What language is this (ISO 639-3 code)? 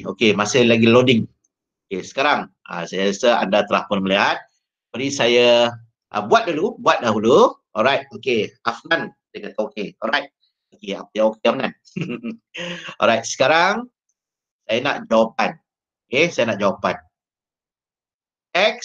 msa